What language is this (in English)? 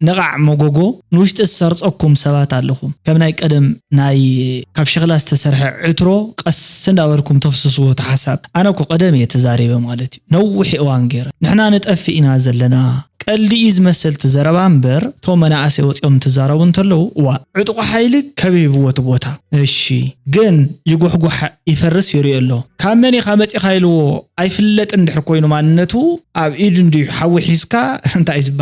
Tigrinya